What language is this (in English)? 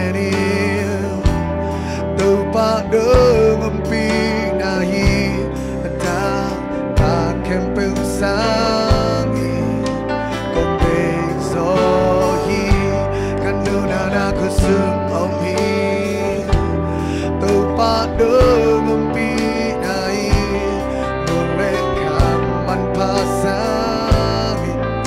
Tedim Chin